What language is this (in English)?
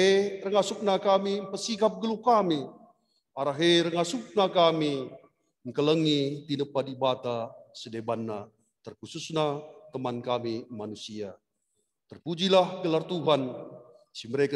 Batak Karo